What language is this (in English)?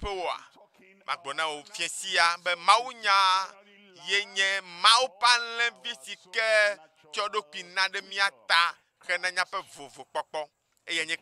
Ewe